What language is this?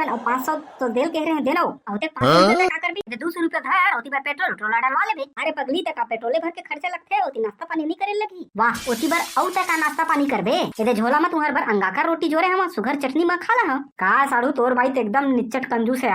Chhattisgarhi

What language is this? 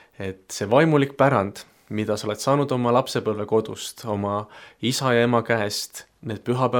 Estonian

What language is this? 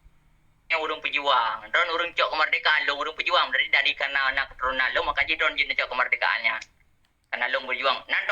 Achinese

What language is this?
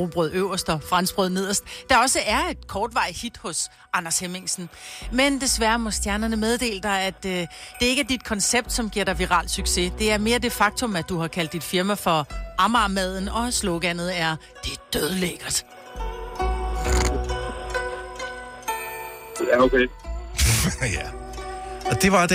Danish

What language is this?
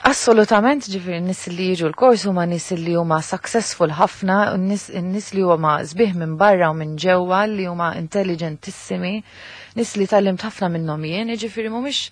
Maltese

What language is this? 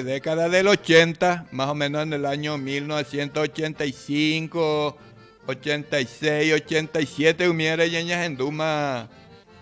Guarani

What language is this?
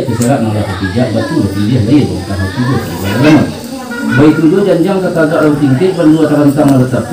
Minangkabau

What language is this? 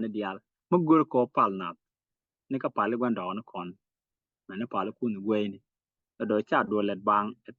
Nuer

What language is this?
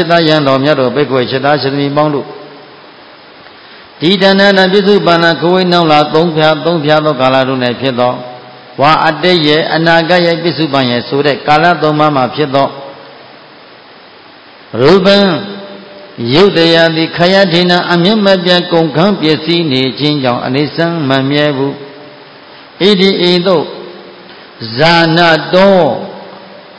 Burmese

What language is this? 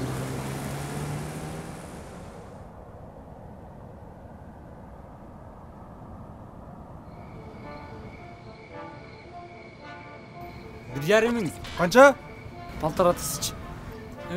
Kyrgyz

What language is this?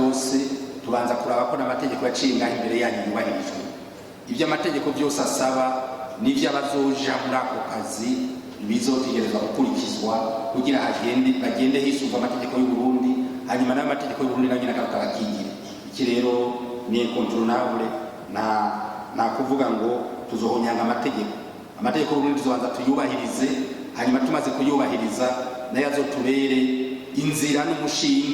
Rundi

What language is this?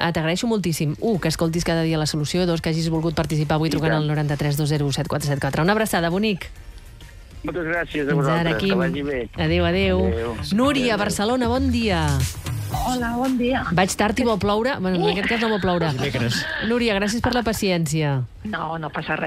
Catalan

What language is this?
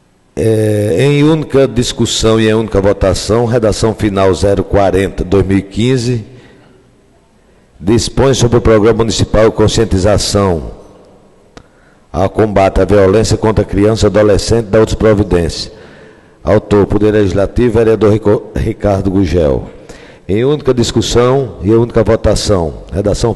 Portuguese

